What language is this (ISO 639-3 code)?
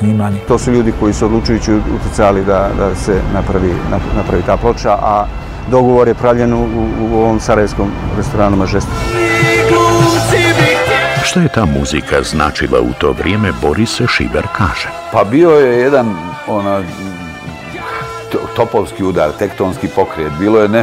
bos